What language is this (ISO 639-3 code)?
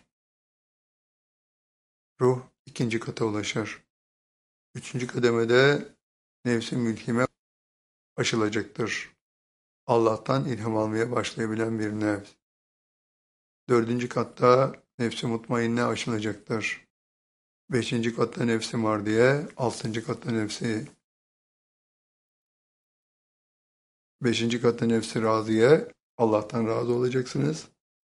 tur